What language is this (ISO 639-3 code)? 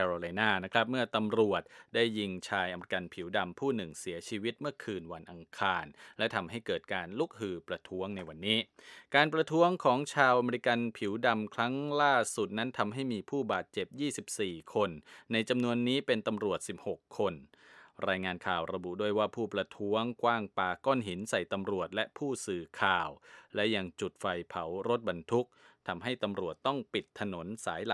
tha